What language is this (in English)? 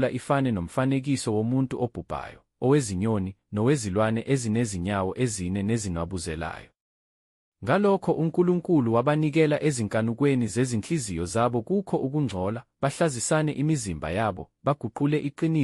Zulu